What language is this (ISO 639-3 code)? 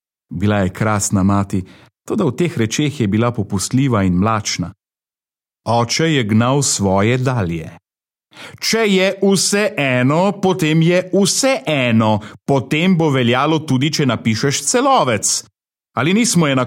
slv